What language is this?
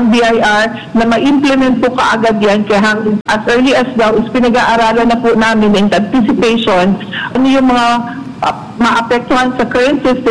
Filipino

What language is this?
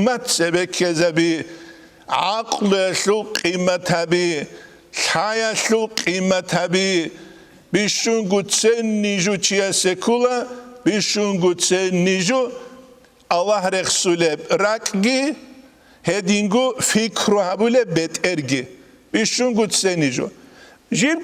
Avaric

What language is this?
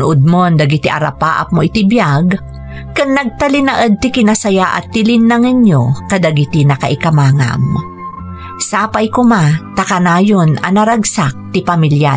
Iloko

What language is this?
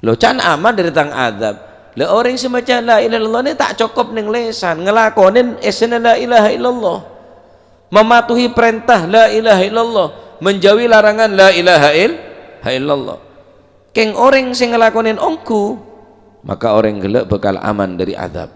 Madurese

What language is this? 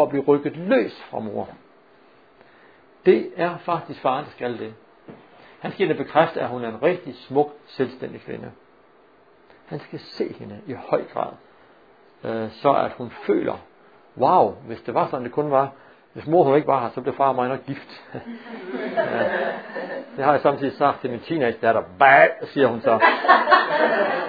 Danish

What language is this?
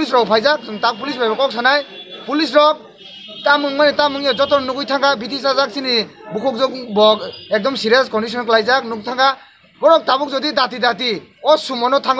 Kok Borok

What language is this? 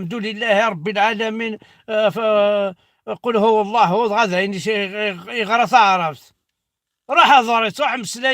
Kabyle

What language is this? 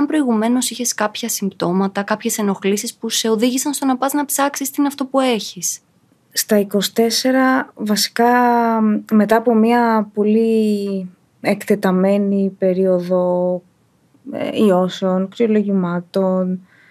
Greek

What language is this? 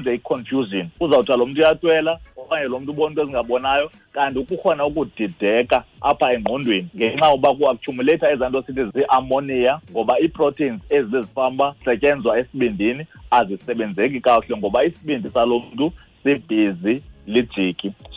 Xhosa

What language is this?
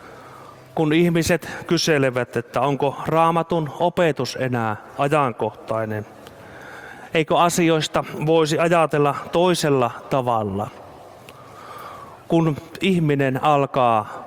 Finnish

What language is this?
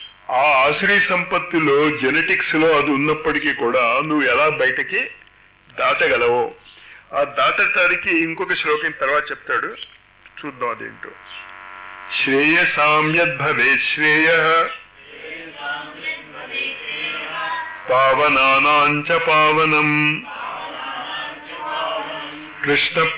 Telugu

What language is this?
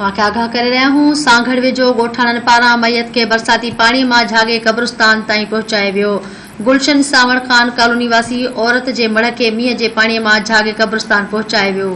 Sindhi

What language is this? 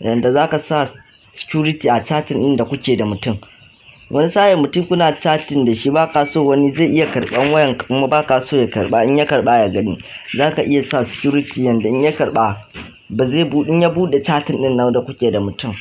Hausa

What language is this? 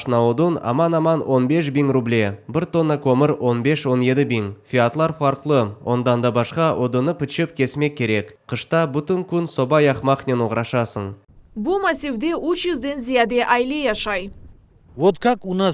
Crimean Tatar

